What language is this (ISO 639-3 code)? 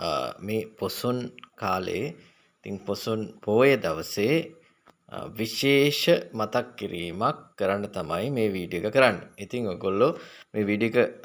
sin